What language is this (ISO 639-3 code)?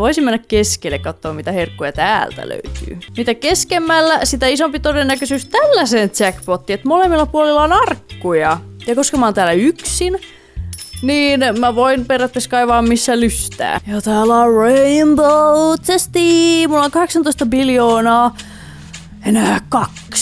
fin